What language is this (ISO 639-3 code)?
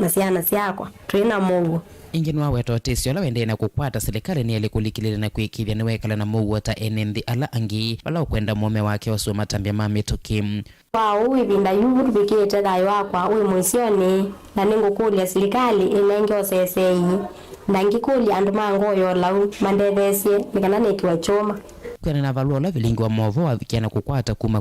kam